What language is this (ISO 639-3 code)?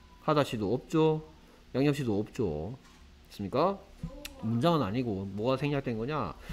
kor